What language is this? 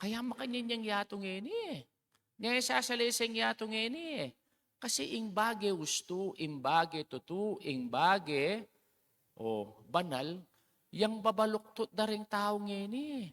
Pampanga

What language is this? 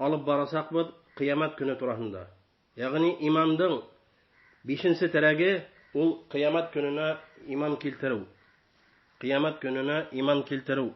Bashkir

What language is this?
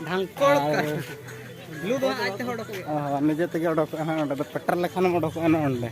Santali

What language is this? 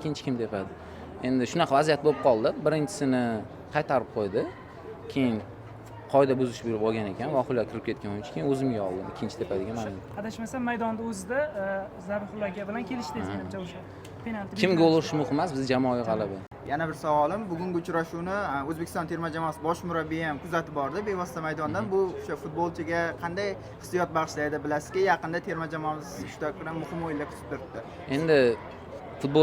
Uzbek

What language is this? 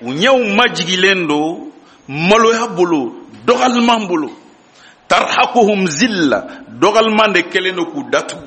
Bambara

